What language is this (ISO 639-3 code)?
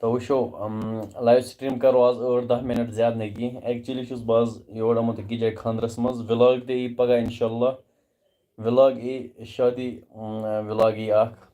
kas